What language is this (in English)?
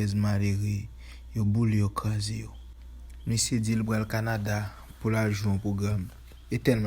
Haitian Creole